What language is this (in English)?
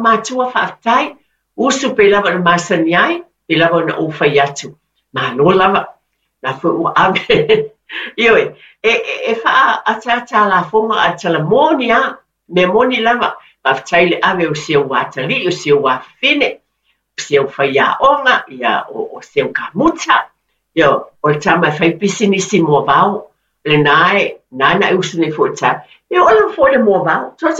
Samoan